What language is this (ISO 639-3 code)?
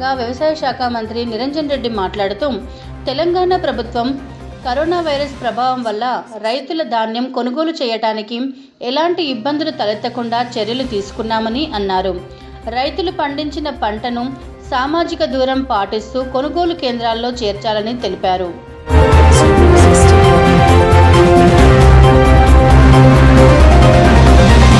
tel